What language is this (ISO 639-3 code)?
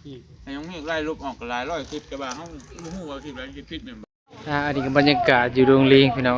tts